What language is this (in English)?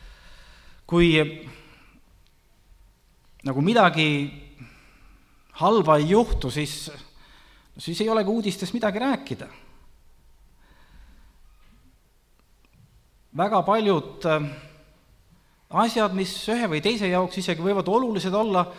Estonian